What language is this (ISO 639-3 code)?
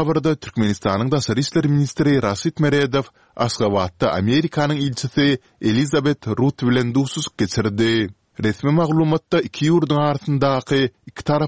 tuk